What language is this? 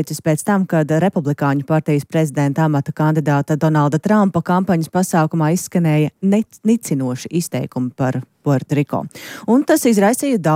Latvian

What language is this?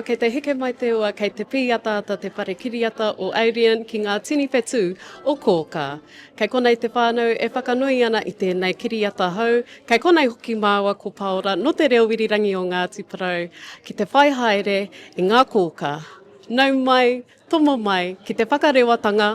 Māori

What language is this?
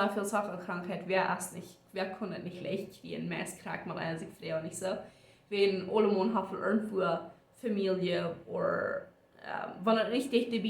Plautdietsch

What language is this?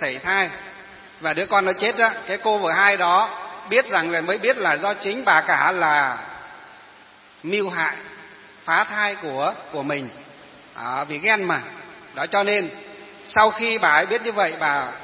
Vietnamese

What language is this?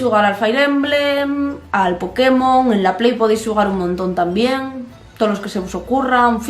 Asturian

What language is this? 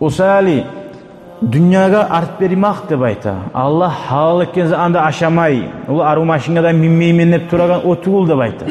Kumyk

